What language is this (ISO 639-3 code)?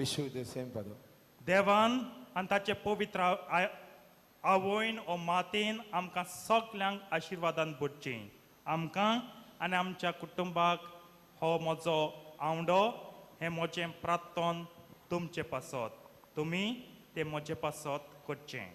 kok